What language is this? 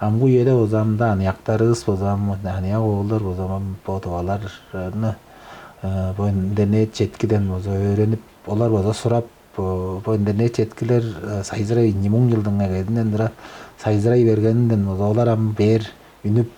Tuvinian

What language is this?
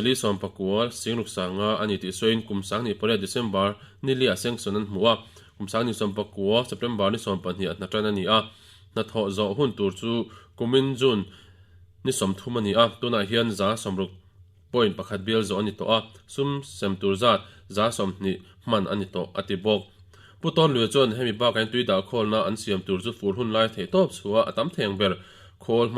Mizo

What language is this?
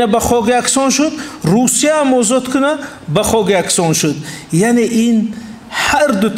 Tajik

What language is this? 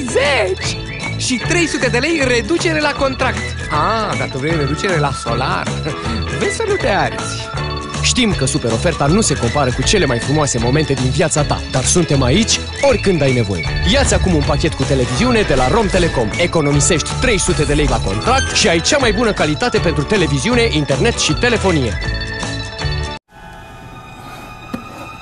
Romanian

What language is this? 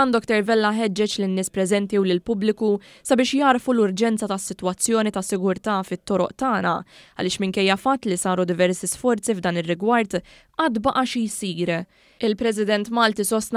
Maltese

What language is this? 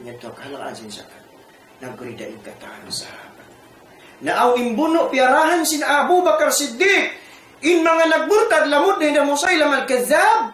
Tausug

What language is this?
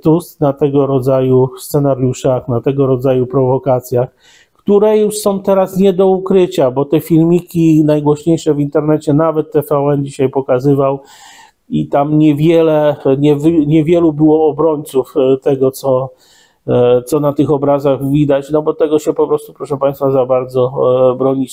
Polish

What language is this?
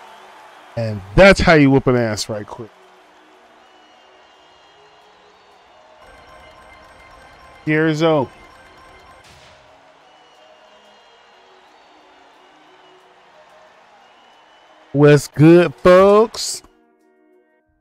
English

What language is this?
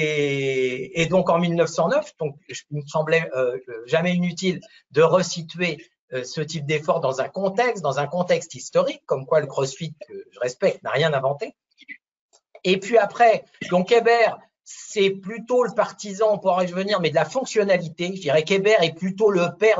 French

